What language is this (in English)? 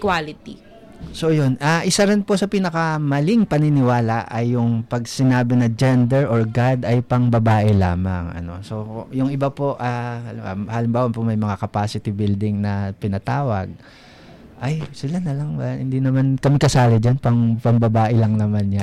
Filipino